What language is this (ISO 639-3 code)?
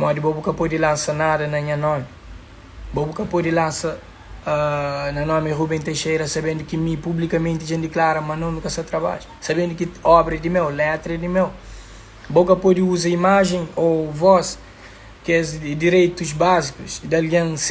kea